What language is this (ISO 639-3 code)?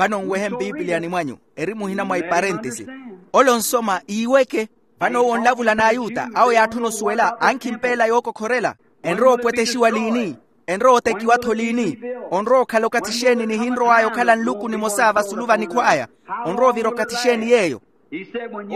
vmw